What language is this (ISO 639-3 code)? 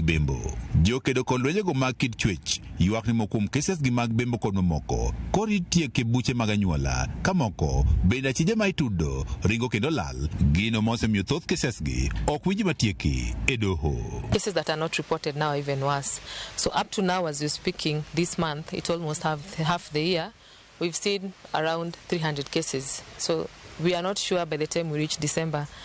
luo